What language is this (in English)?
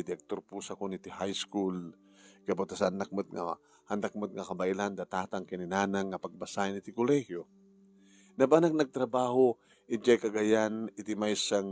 Iloko